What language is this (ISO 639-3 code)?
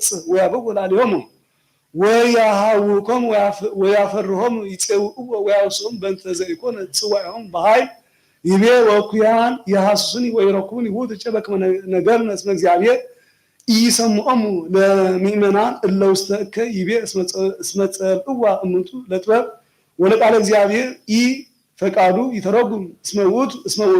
gez